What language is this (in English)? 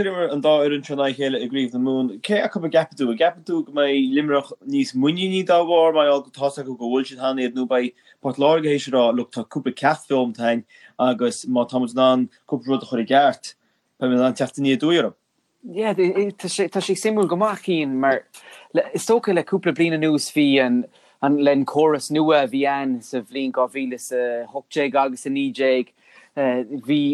Irish